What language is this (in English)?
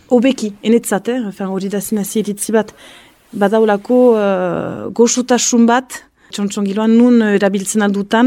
Basque